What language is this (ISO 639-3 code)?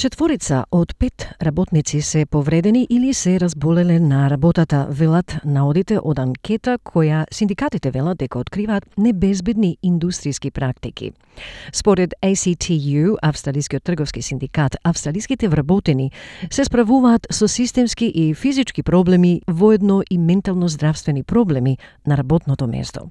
mkd